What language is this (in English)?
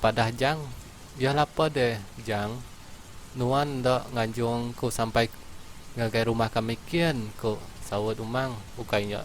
Iban